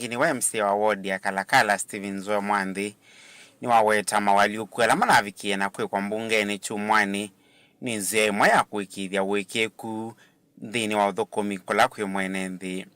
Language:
Kamba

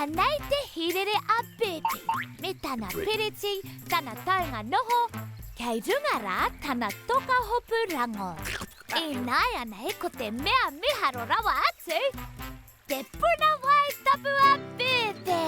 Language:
Māori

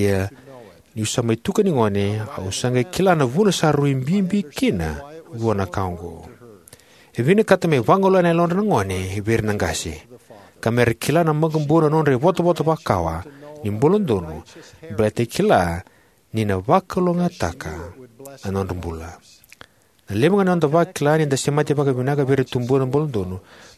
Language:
Fijian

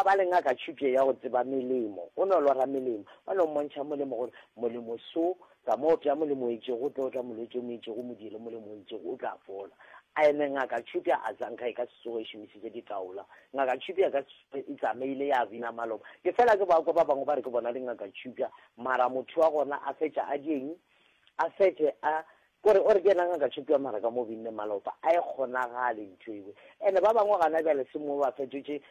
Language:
Northern Sotho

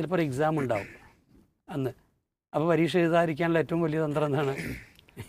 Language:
Malayalam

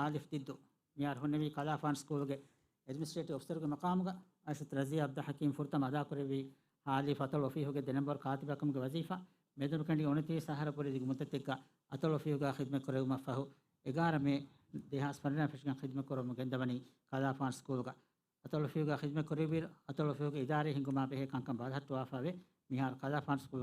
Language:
Divehi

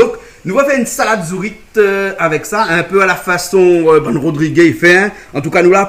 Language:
Réunion Creole French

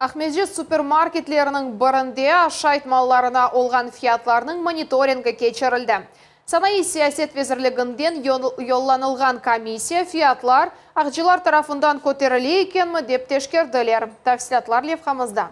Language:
Crimean Tatar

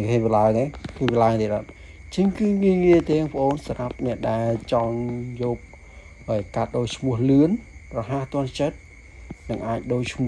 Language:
Khmer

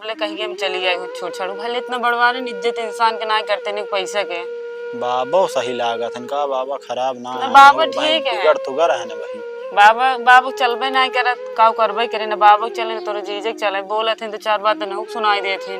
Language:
Awadhi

